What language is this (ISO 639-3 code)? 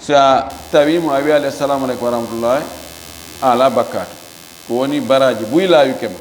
ful